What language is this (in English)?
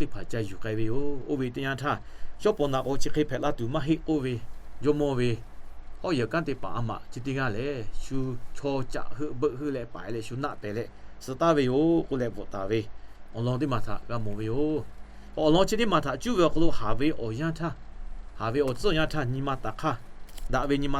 Lahu